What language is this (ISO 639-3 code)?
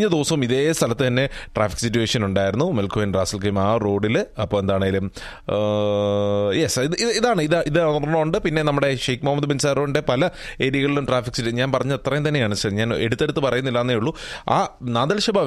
mal